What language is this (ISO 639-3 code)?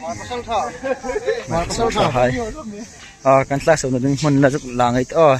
hmr